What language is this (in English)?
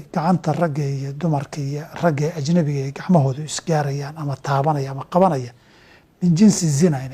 Somali